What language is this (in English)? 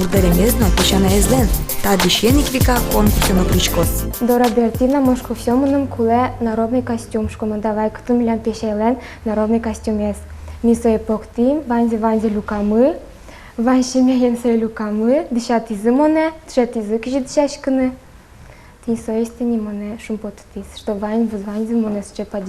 Udmurt